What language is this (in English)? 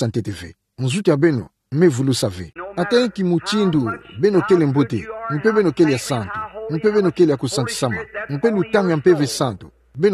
Kituba (Democratic Republic of Congo)